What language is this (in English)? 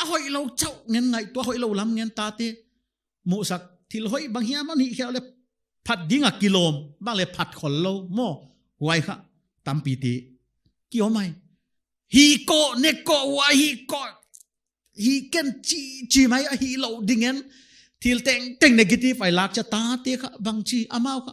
Paite Chin